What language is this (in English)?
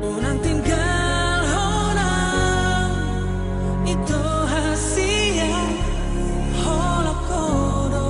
Batak Toba